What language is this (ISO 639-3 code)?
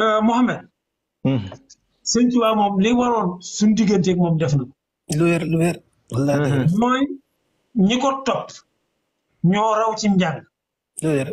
wol